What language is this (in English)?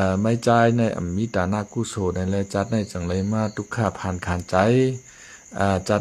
Shan